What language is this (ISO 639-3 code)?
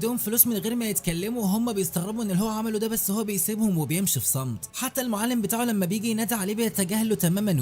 arz